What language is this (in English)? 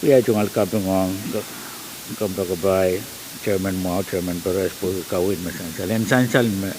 Pohnpeian